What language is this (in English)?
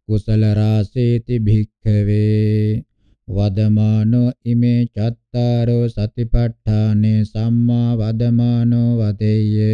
Pali